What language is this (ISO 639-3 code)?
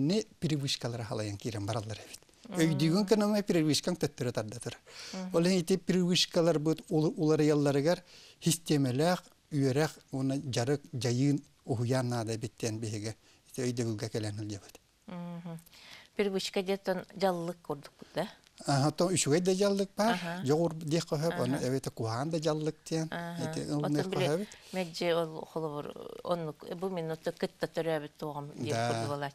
sah